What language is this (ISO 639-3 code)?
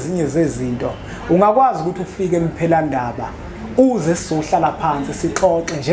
zul